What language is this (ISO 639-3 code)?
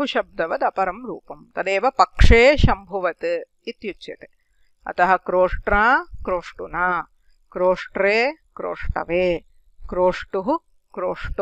san